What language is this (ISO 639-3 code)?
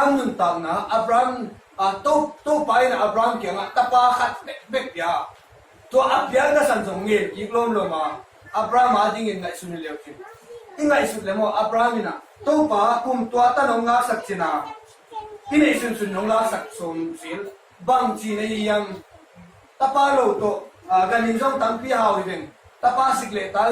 ctd